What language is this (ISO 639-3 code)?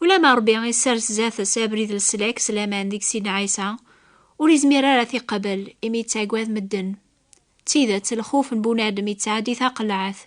kab